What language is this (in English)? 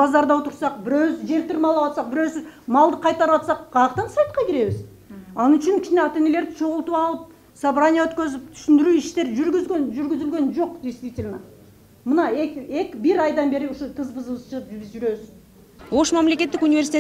Kyrgyz